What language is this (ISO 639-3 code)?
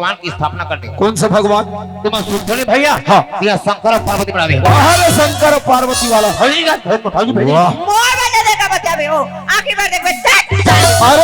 hne